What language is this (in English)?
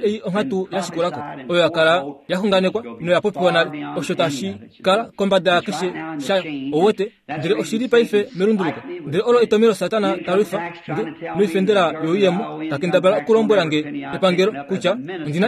Kuanyama